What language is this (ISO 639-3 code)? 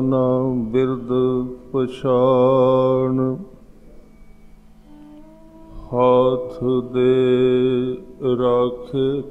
pan